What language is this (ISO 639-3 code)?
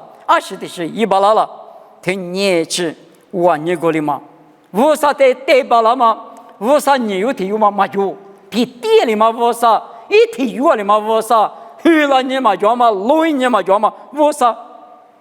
lis